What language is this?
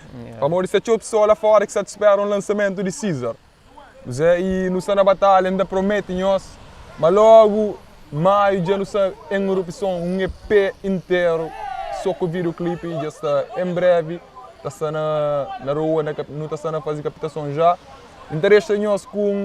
Kabuverdianu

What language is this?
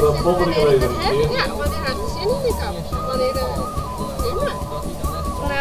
Western Frisian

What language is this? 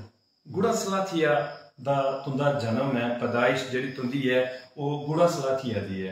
Dogri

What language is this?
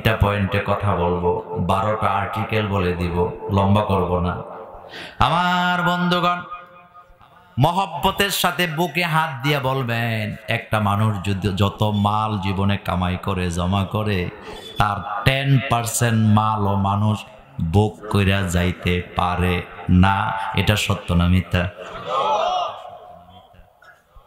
Bangla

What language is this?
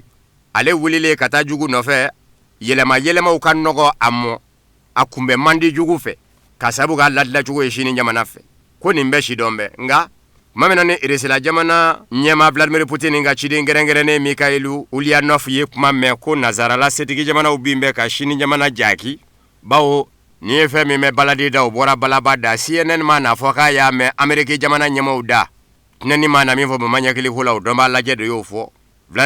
Bambara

